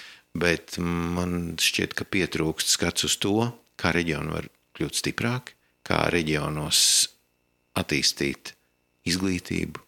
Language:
Latvian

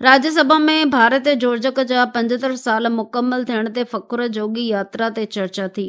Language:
Sindhi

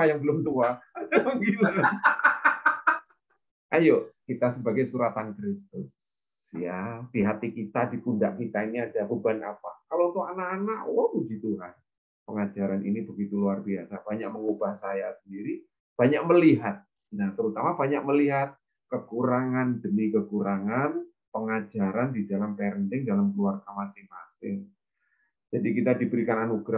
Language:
Indonesian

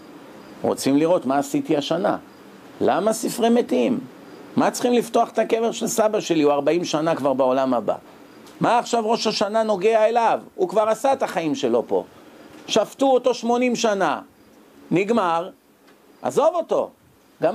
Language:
Hebrew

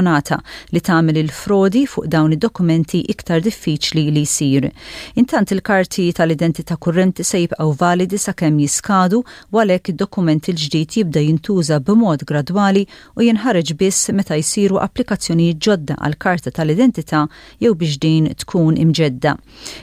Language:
Maltese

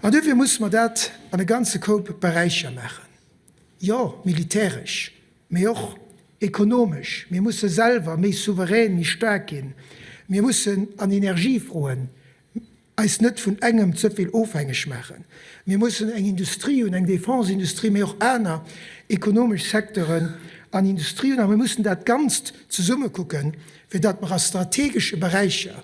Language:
Luxembourgish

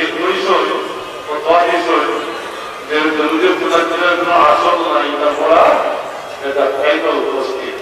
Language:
Sylheti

